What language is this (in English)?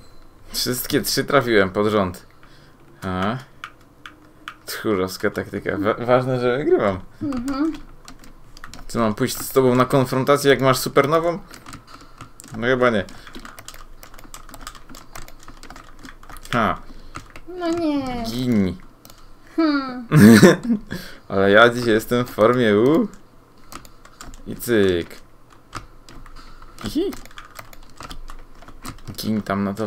Polish